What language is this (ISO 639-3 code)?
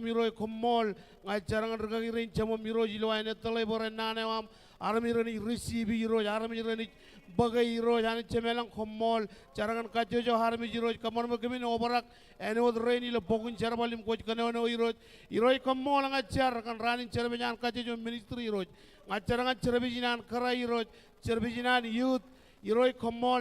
mah